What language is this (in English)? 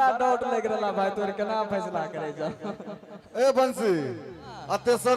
Maithili